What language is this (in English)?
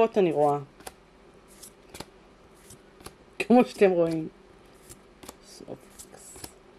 Hebrew